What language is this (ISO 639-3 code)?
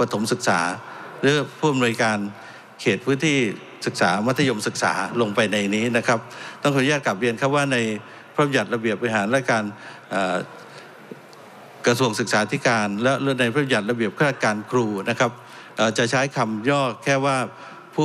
tha